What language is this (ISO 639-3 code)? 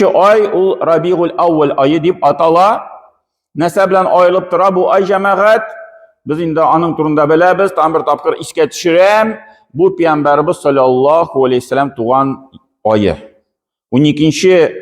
tat